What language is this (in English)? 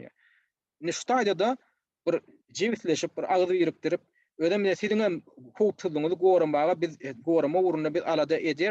Turkmen